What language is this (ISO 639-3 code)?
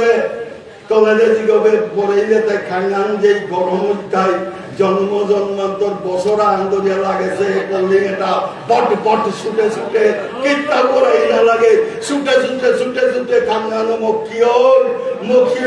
bpy